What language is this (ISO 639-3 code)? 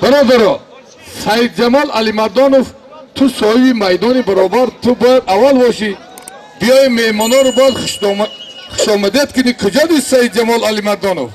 tgk